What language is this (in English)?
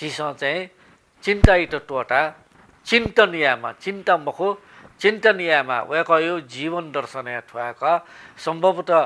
Newari